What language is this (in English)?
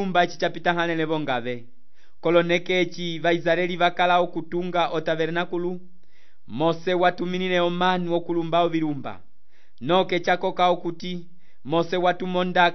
Umbundu